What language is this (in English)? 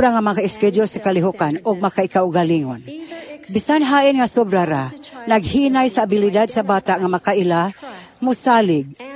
Cebuano